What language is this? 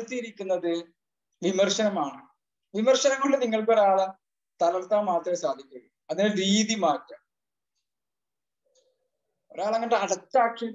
Malayalam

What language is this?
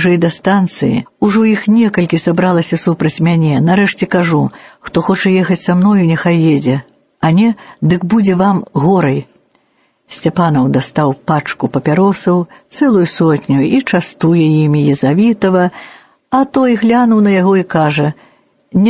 Belarusian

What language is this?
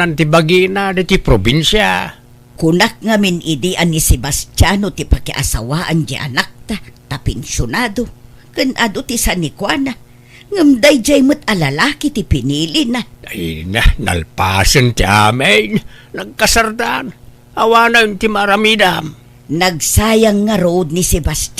Iloko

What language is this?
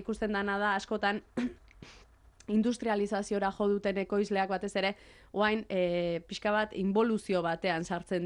Basque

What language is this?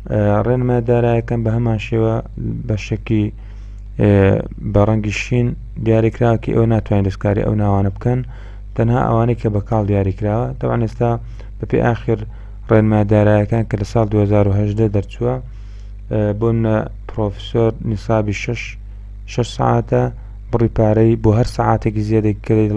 Central Kurdish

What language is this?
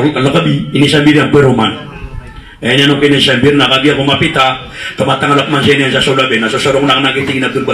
Maranao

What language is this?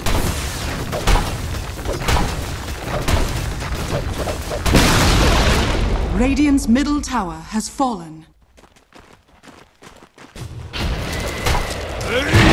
English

